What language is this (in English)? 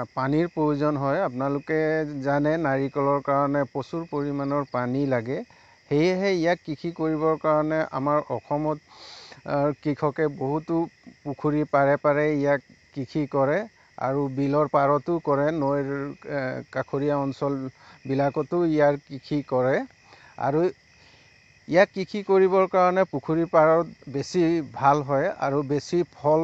Assamese